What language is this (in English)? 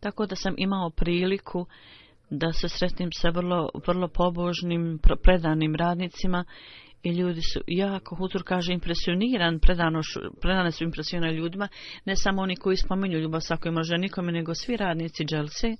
Bosnian